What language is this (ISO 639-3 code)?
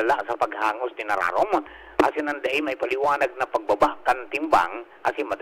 bik